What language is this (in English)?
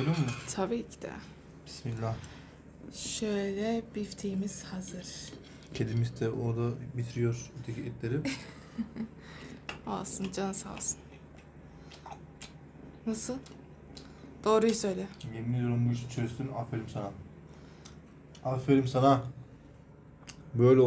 Turkish